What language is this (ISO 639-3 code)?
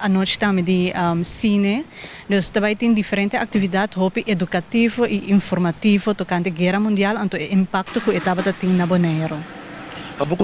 pap